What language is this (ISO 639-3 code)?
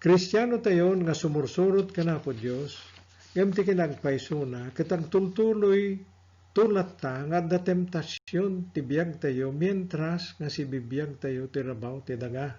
ilo